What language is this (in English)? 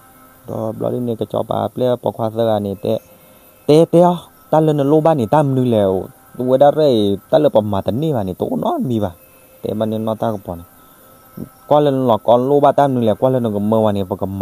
S'gaw Karen